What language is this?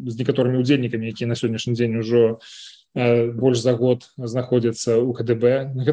Belarusian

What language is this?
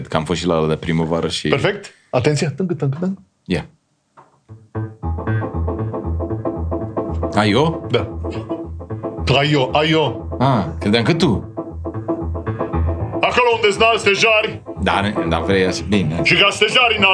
Romanian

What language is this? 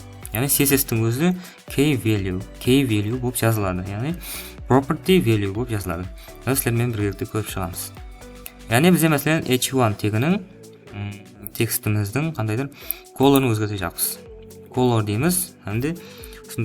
Kara-Kalpak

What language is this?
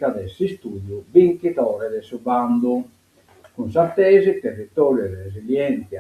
Sardinian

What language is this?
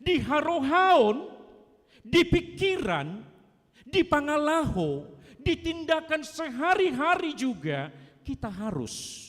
Batak Toba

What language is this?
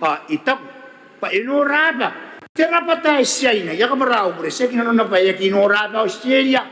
Gilbertese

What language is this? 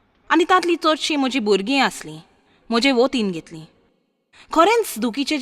Konkani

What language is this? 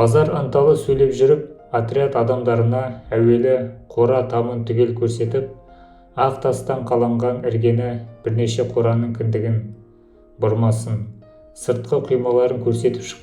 Kazakh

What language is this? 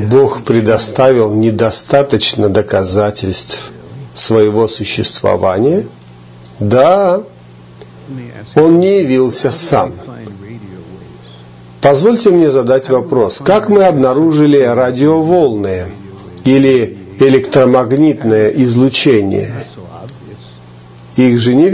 Russian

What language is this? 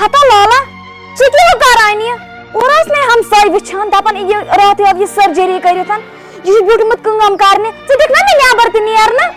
Kashmiri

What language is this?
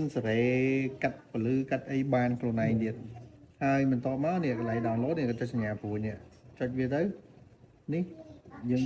Khmer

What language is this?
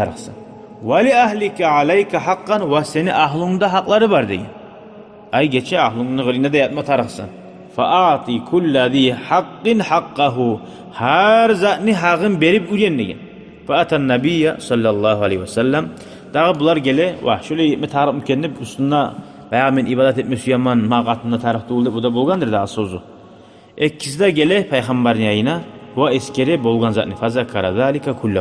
Kumyk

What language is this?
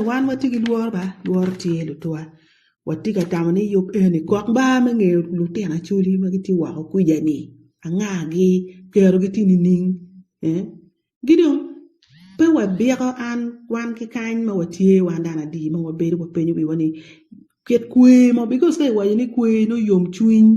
Acoli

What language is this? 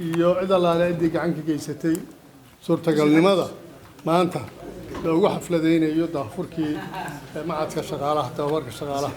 Somali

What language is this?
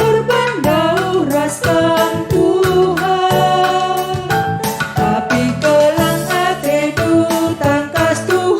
Batak Karo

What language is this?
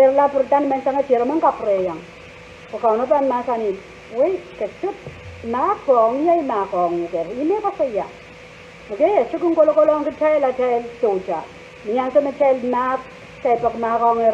Pohnpeian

